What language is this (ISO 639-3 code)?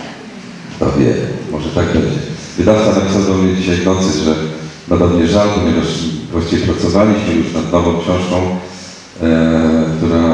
pol